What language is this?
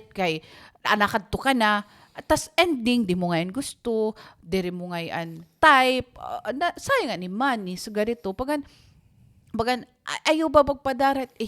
Waray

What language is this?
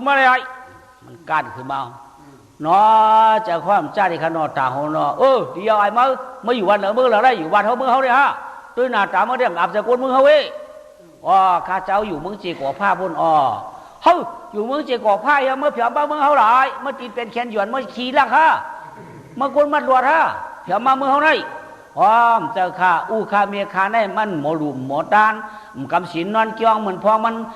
Shan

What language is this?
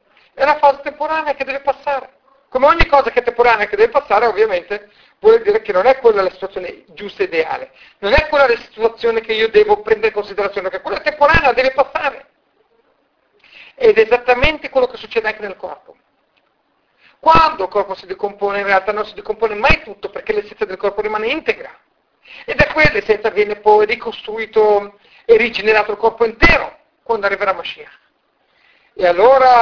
Italian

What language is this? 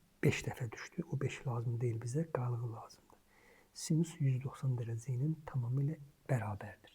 Azerbaijani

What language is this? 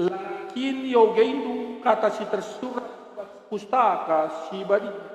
Batak Karo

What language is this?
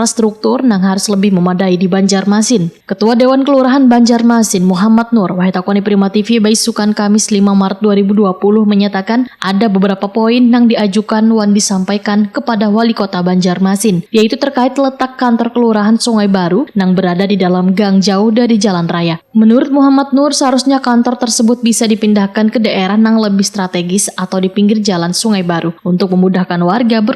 Banjar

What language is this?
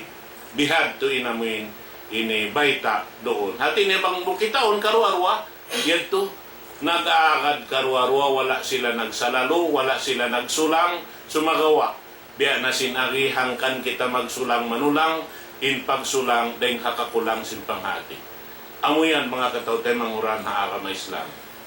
Tausug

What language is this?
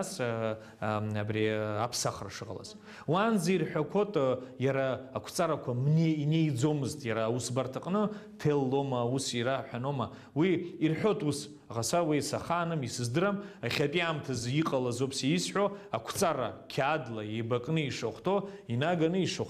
Abkhazian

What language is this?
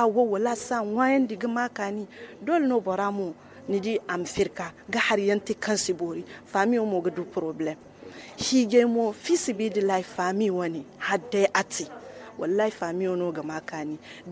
Zarma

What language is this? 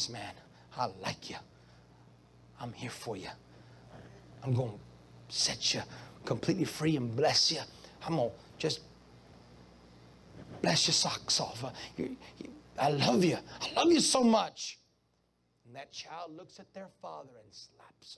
English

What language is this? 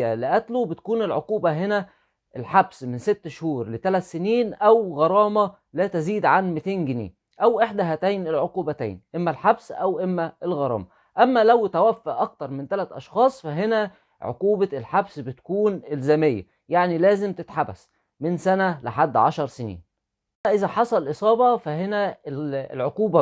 Egyptian Arabic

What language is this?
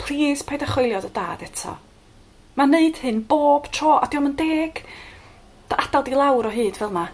Welsh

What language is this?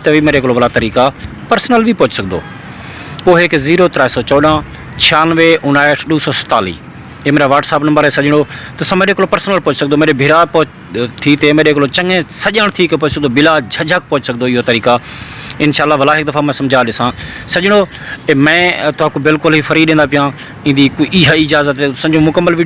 Saraiki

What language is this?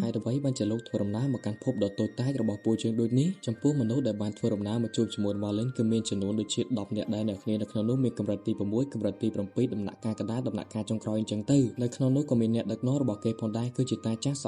Khmer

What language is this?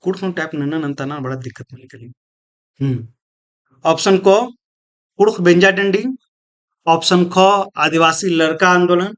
Kurukh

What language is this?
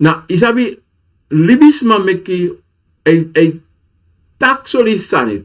Sranan Tongo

